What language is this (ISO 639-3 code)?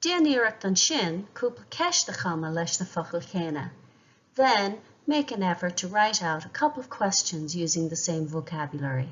gle